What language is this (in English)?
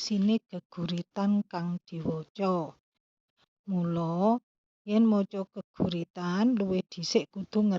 Javanese